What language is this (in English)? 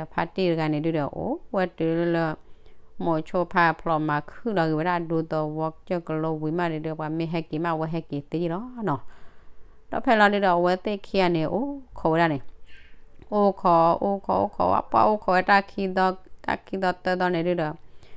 S'gaw Karen